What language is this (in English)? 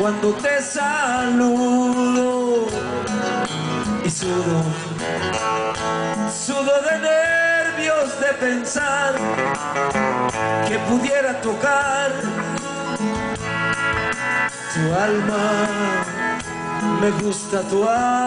Spanish